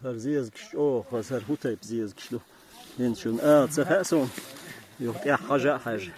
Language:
Chechen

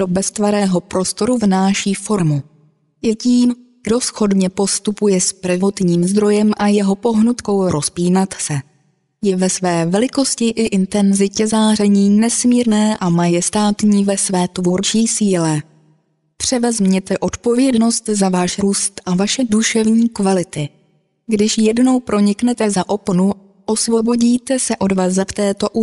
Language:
Czech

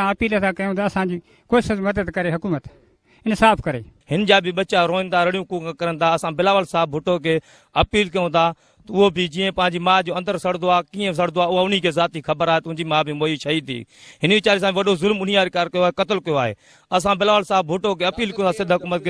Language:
Sindhi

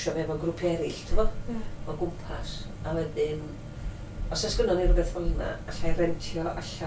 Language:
Welsh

